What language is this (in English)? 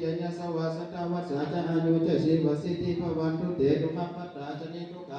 Pali